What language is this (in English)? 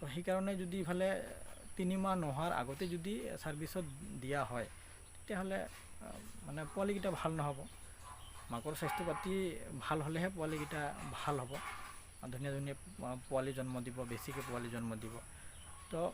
Assamese